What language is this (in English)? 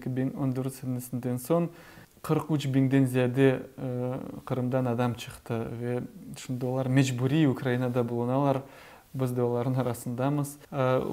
Crimean Tatar